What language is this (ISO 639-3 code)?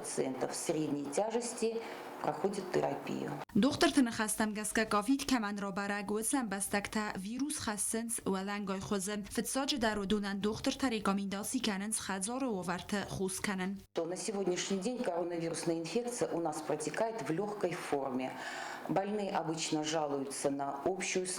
oss